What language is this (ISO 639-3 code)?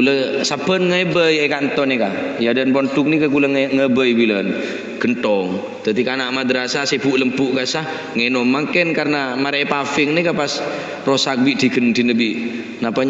mad